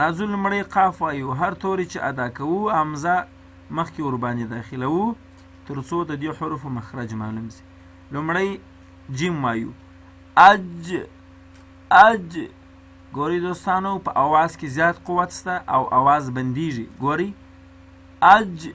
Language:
Pashto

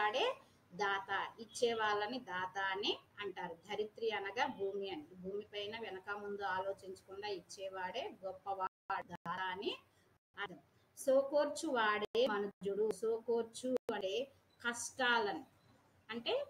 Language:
Telugu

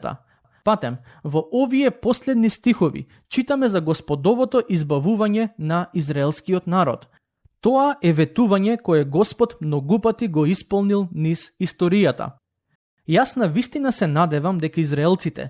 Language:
Macedonian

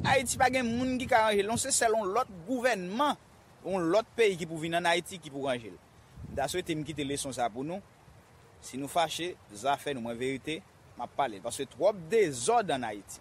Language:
Haitian Creole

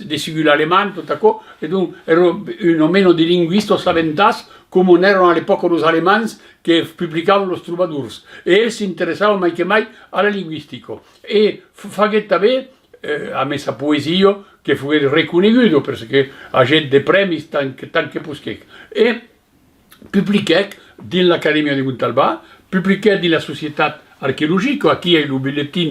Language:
Occitan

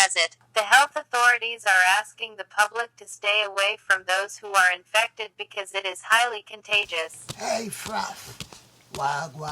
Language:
Jamaican Creole English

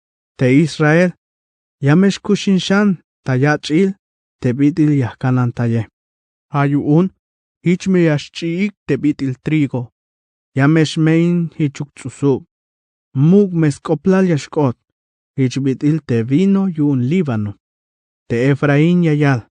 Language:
Tzeltal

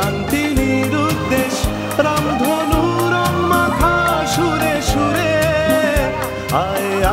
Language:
Bangla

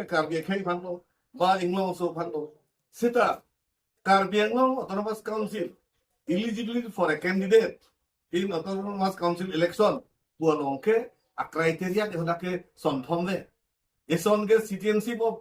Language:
Karbi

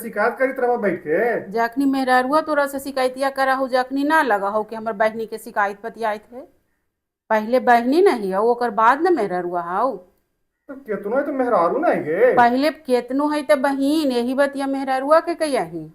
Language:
Magahi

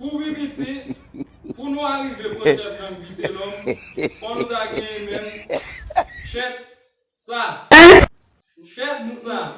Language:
Haitian Creole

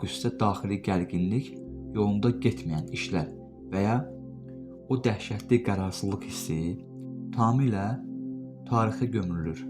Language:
Azerbaijani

